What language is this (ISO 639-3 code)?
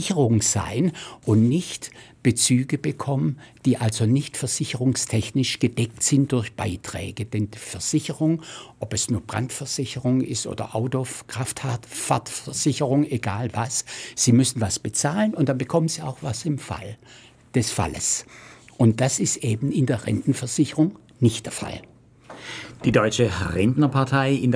deu